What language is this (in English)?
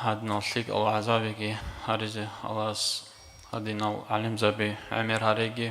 Avaric